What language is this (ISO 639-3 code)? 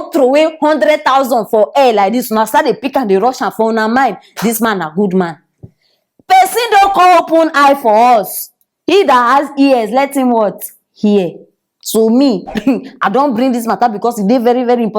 pcm